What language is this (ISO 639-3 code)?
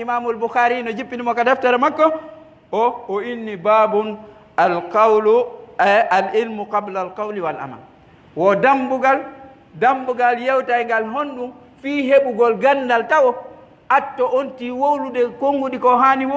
fuf